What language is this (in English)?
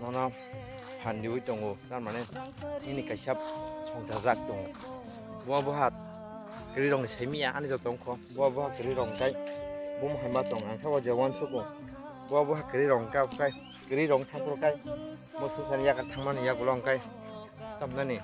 Kok Borok